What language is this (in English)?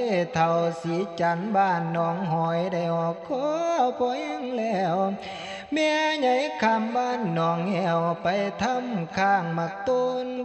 Northeastern Thai